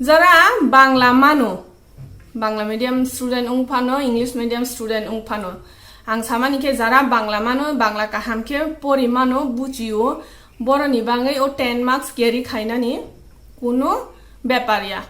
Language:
Kok Borok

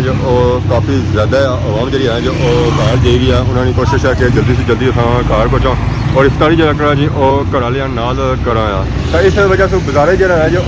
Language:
Pahari-Potwari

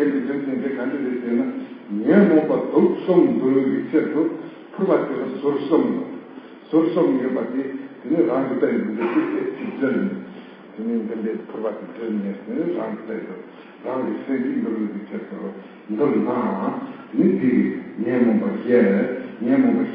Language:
Tibetan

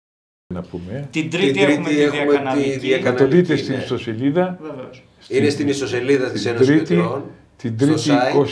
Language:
Greek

